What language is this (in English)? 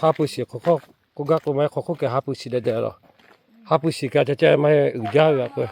Lahu